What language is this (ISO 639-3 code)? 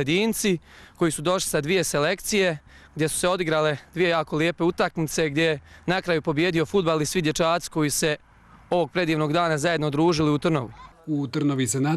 bos